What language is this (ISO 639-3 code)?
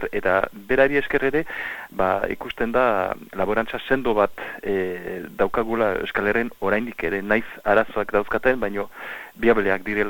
eus